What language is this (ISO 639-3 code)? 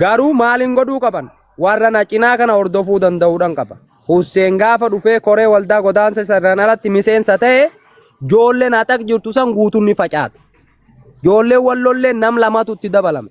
orm